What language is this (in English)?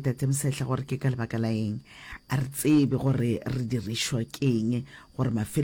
Northern Sotho